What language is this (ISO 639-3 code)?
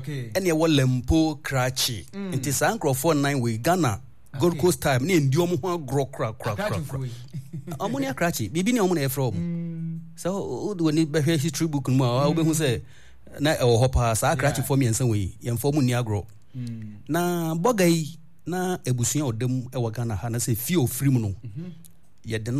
aka